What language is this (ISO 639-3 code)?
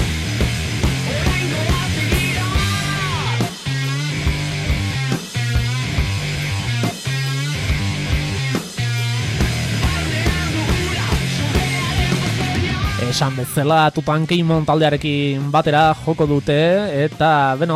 eus